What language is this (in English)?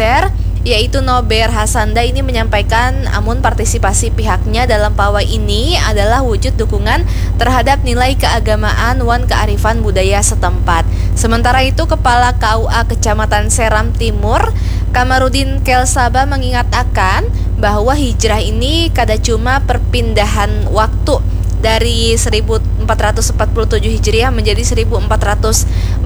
Banjar